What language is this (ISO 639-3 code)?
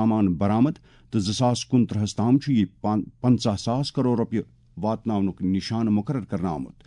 kas